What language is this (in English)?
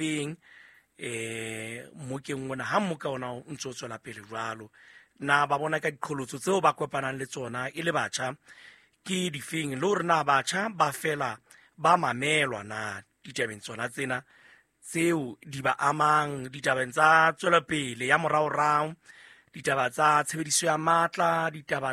Southern Sotho